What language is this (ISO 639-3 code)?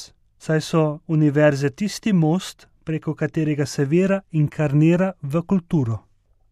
slv